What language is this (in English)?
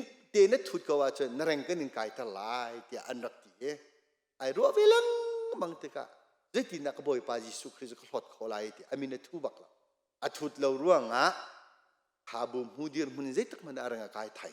Hakha Chin